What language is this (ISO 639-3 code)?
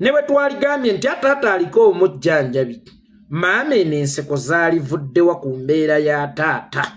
lug